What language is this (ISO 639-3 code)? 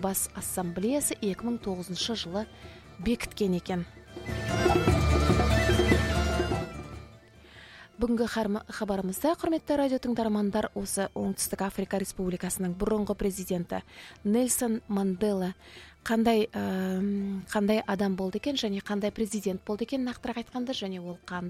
kaz